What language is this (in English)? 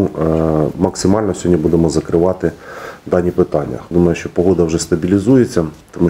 Ukrainian